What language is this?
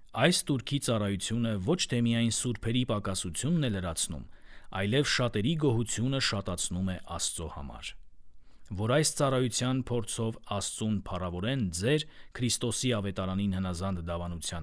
Armenian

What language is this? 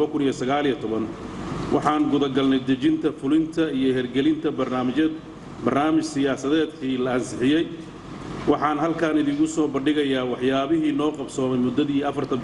Somali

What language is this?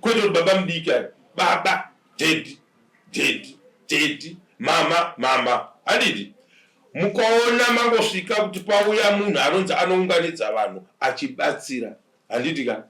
Shona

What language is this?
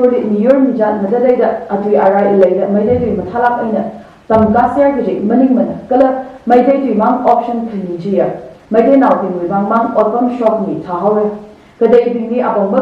Tangkhul Naga (India)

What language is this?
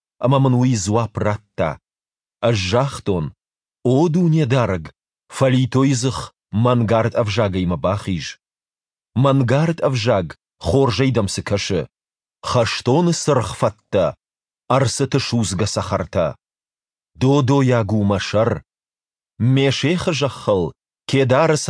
Ossetic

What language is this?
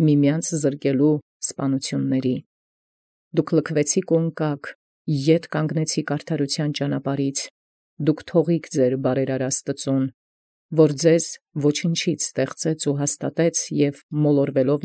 Armenian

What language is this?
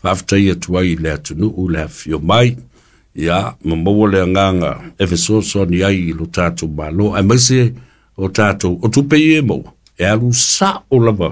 Samoan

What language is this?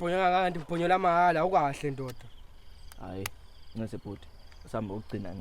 Zulu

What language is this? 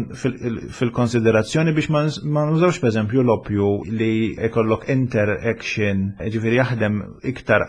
Maltese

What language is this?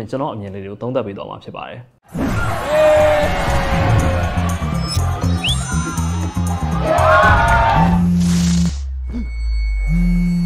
Burmese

